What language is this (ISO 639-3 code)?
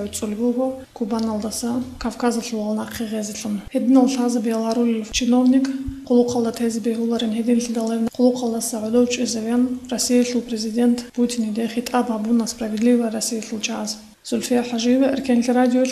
ava